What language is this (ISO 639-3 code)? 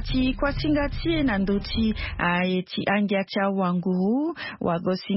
sag